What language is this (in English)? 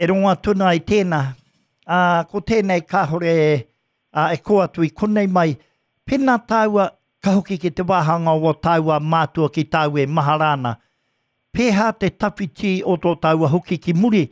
Māori